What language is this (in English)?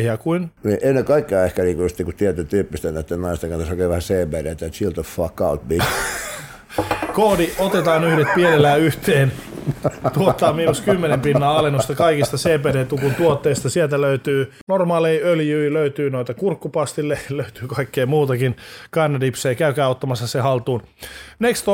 Finnish